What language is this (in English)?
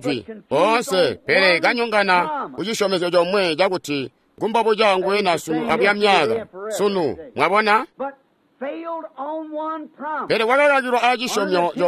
Tonga (Zambia)